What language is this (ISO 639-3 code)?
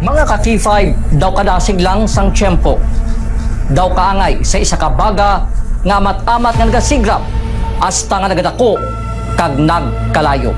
hil